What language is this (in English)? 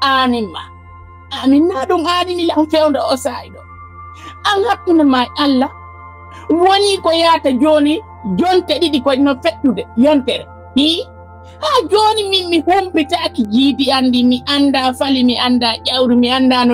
Fula